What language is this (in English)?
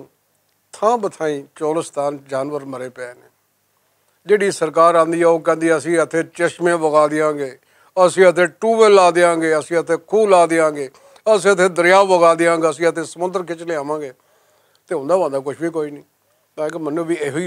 Western Panjabi